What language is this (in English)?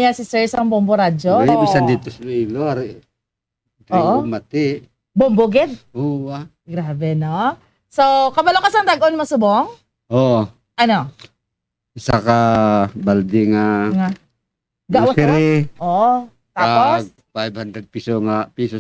Hiligaynon